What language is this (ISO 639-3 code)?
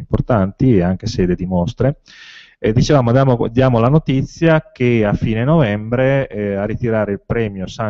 ita